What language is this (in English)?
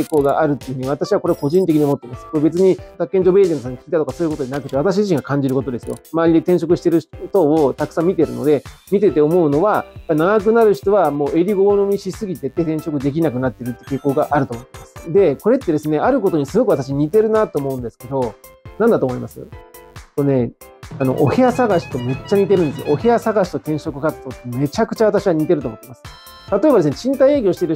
Japanese